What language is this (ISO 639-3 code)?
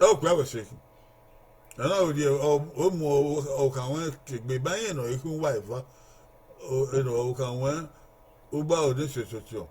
bin